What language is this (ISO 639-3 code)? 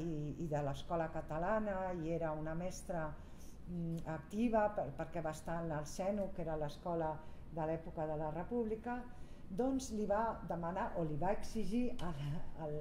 cat